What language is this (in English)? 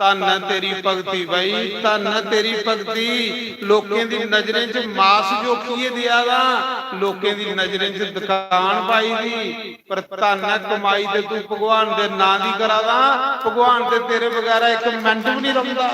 Dogri